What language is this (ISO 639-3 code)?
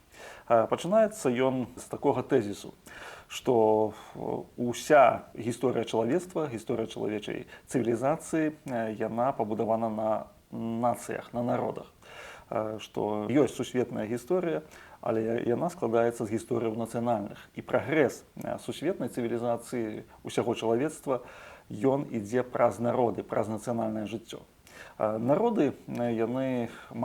bel